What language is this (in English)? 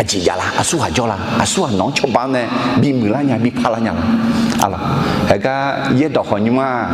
Akha